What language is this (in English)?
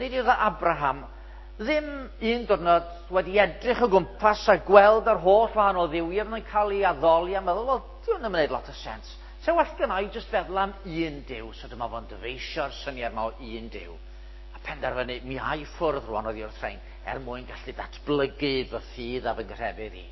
Welsh